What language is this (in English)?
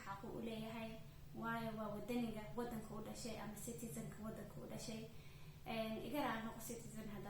Somali